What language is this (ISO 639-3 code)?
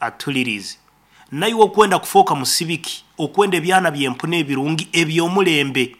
nyn